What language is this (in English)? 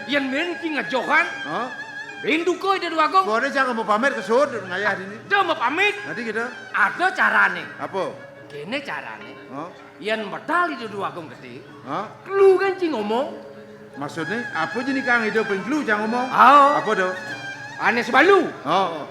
Balinese